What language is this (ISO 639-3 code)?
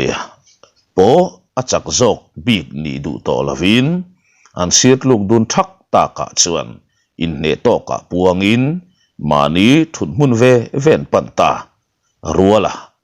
lus